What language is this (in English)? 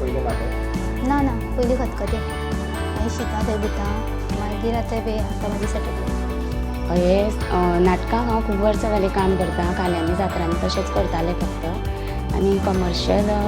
Konkani